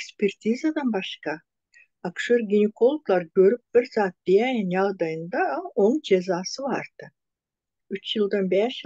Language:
Turkmen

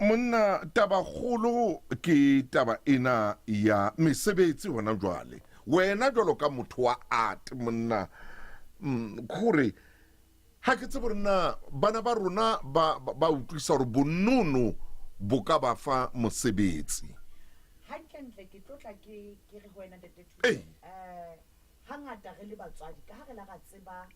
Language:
Southern Sotho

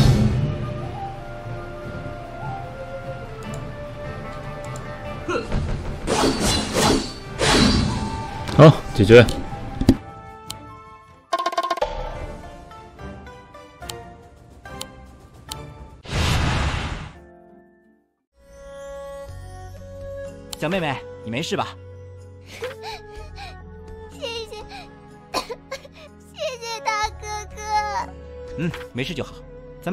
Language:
Chinese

